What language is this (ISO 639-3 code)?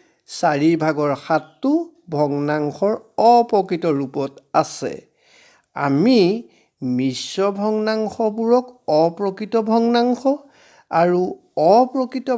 asm